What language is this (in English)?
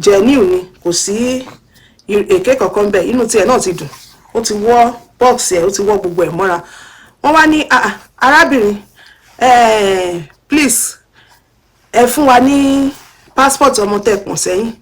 Yoruba